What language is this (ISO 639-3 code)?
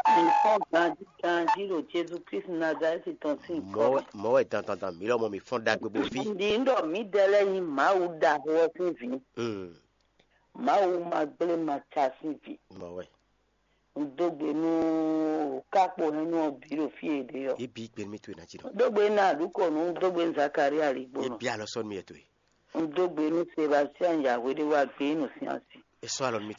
fon